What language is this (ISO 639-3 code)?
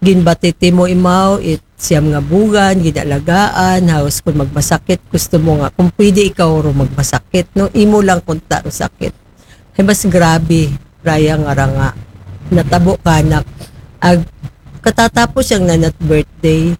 akl